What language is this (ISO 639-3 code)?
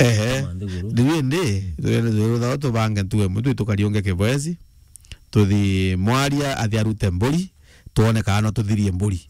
mer